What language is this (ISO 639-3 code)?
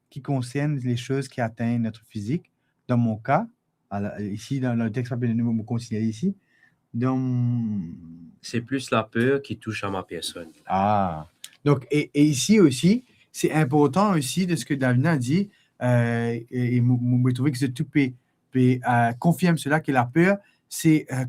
mfe